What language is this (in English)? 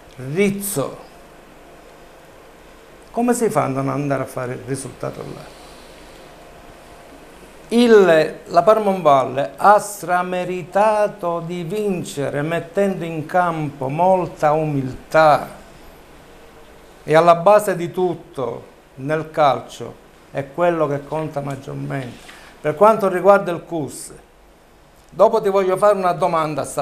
Italian